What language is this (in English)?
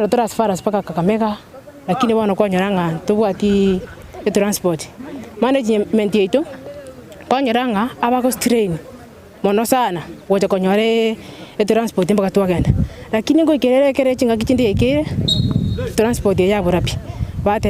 Gusii